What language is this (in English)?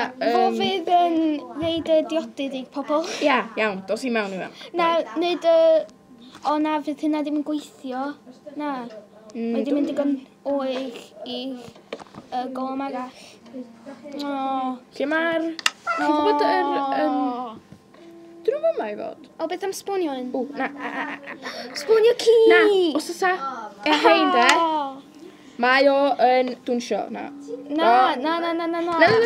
Welsh